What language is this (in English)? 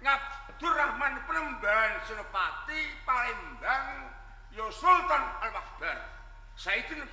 Javanese